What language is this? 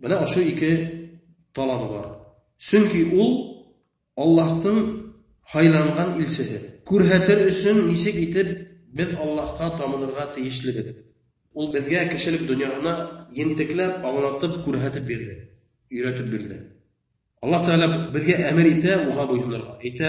Bashkir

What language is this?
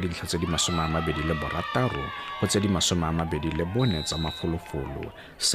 Tswana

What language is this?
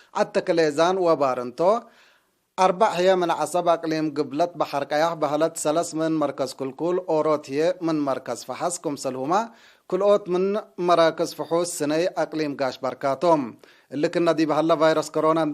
Tigre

